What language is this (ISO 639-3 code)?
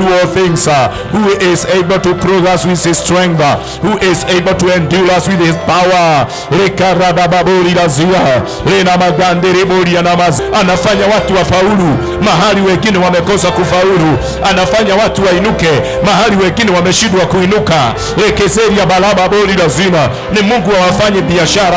swa